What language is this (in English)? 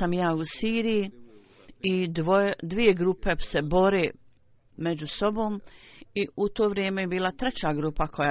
Bosnian